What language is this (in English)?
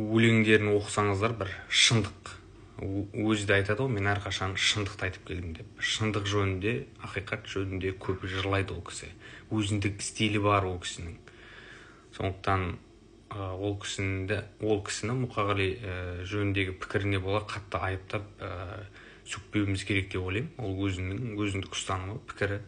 Kazakh